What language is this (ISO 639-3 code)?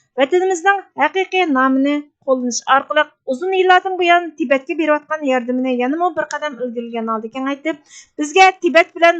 uig